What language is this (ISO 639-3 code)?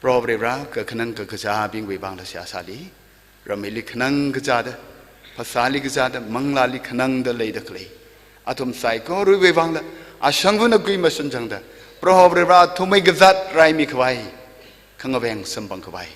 nmf